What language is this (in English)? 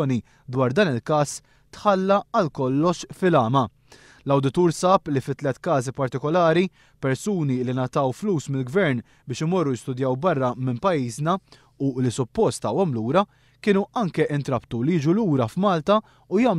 Maltese